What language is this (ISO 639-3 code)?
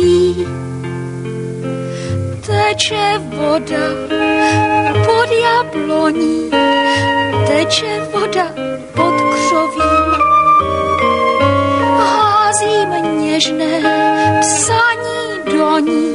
ces